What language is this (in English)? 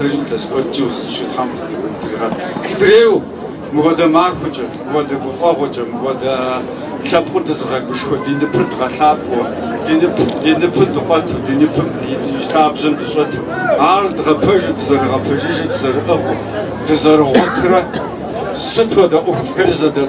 Kabardian